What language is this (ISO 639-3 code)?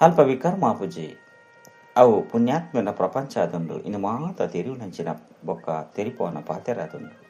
tcy